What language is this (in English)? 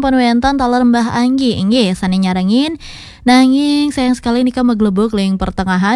Balinese